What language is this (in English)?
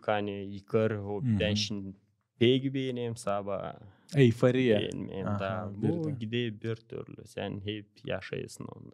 Gagauz